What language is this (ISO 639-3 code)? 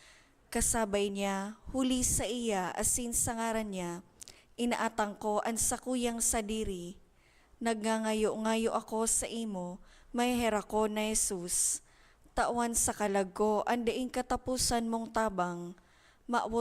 bik